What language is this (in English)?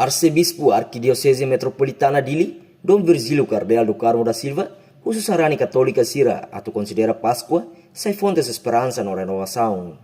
Tetum